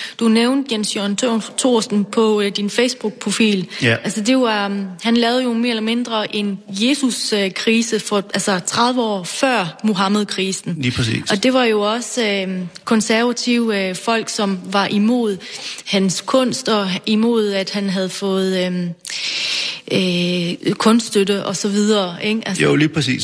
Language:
Danish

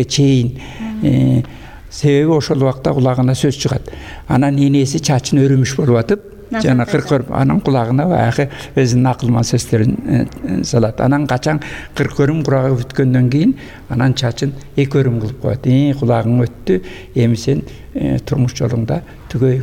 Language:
Kyrgyz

